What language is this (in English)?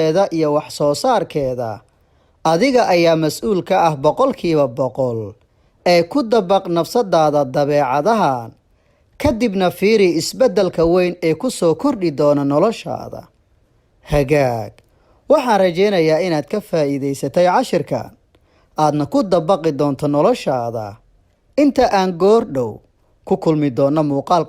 Somali